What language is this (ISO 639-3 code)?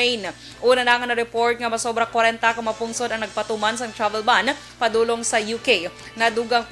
hil